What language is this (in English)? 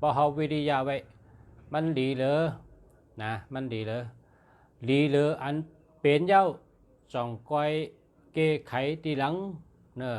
Shan